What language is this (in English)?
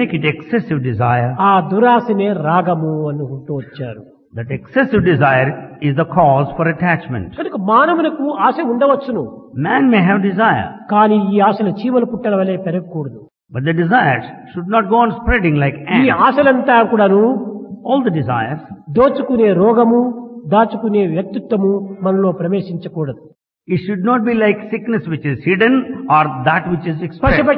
Telugu